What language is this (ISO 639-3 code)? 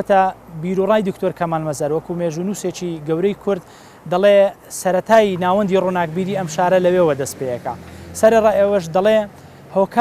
ckb